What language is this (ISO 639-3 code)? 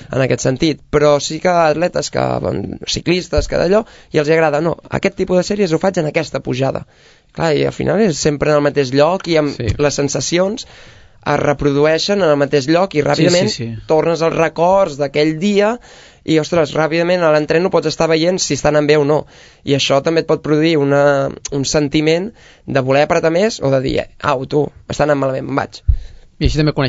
cat